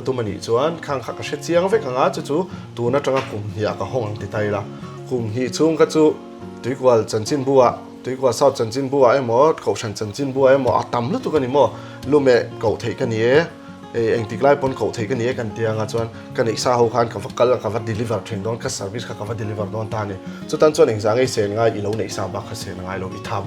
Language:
Mizo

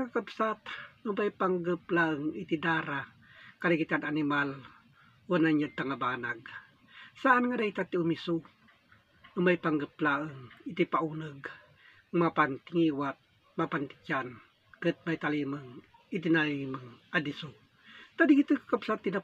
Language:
Iloko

